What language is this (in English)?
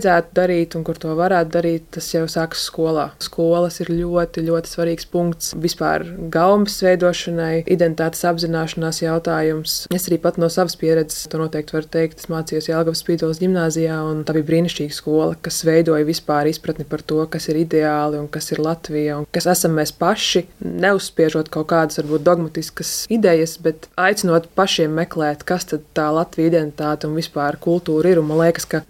Latvian